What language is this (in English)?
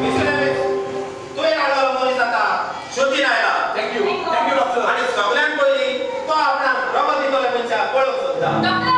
Konkani